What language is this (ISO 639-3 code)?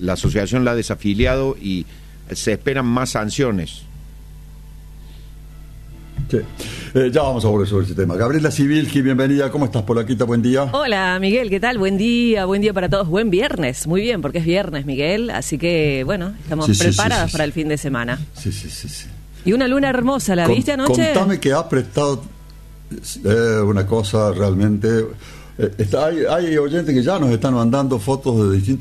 spa